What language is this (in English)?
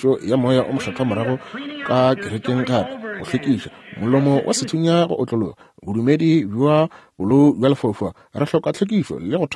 Northern Sotho